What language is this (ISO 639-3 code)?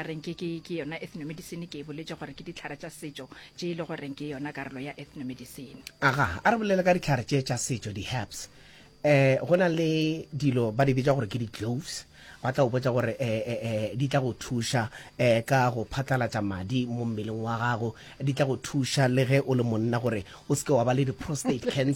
nso